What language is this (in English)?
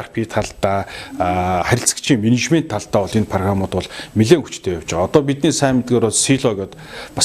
Mongolian